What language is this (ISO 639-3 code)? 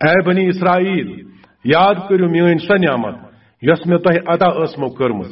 kas